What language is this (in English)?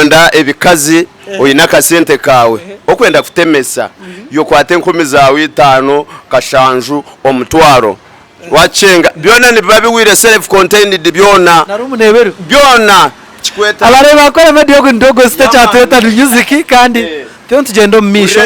Nyankole